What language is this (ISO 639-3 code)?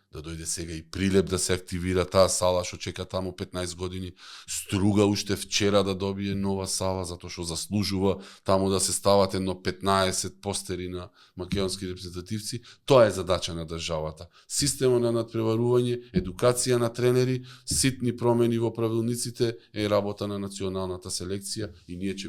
mkd